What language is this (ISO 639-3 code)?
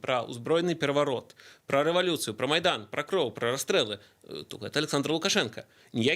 bel